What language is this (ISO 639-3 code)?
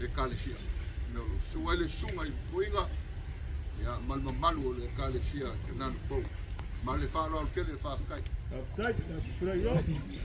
smo